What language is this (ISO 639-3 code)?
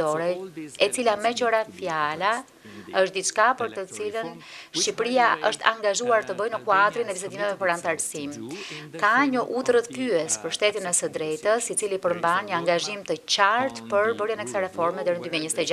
sqi